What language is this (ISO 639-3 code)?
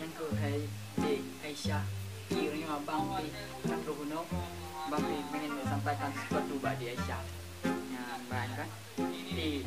ace